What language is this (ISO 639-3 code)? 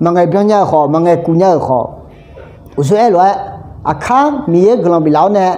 ahk